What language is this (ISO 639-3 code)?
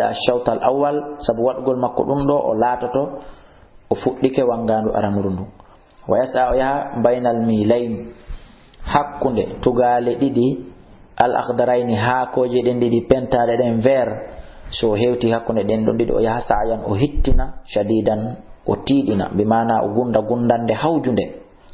ful